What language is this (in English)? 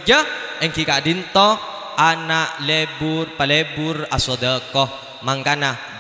Madurese